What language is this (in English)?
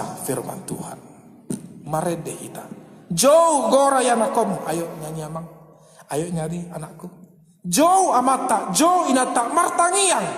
Batak Toba